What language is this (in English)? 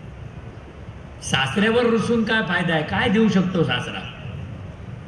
Marathi